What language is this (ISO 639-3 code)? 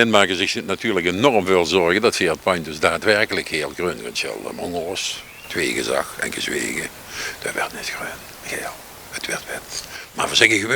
lim